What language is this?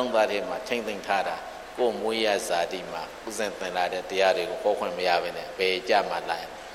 Burmese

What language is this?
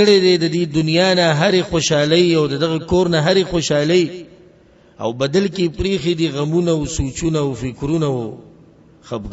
Pashto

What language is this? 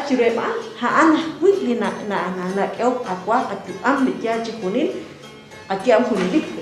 Kekchí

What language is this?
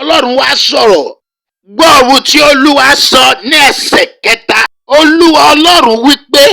Yoruba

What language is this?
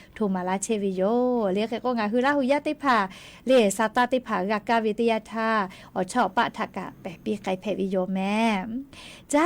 Lahu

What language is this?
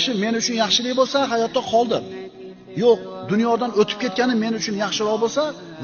Uzbek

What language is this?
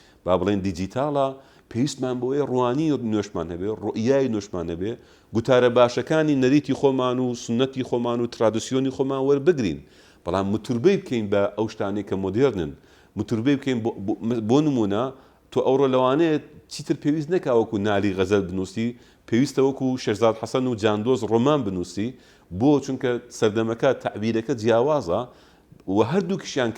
Central Kurdish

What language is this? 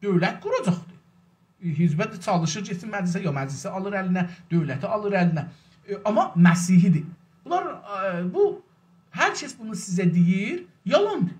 South Azerbaijani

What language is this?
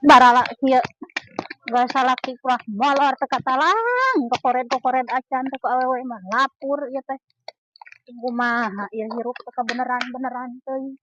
Sundanese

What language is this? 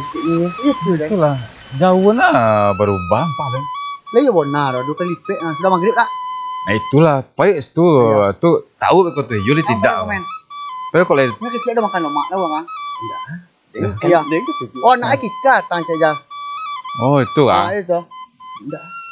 Minangkabau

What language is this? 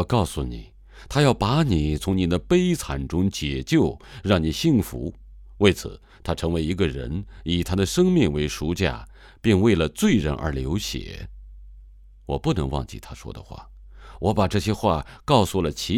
Chinese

